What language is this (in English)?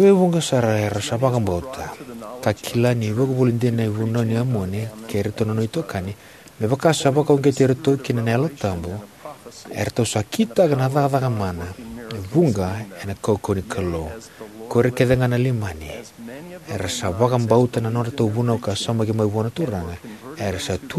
Fijian